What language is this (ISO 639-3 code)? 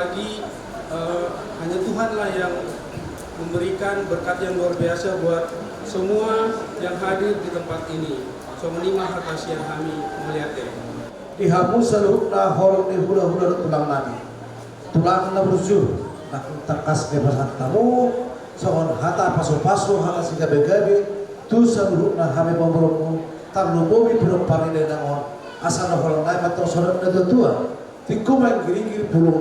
bbc